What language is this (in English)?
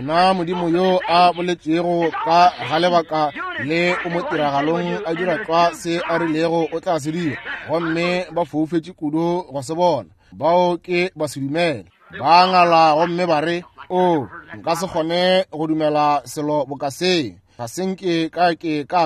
Northern Sotho